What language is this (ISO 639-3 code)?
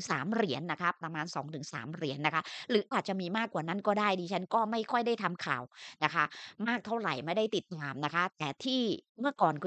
tha